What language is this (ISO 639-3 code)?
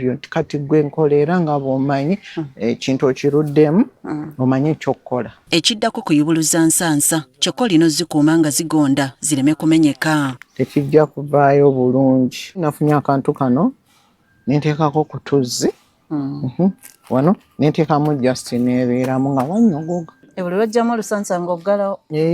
lug